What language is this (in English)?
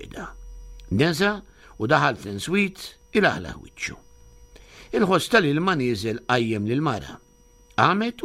Maltese